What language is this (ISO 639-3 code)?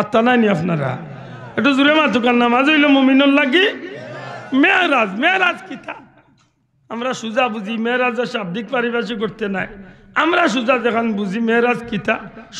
syl